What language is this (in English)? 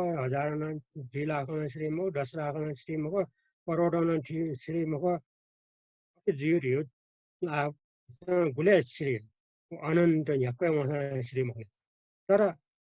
Newari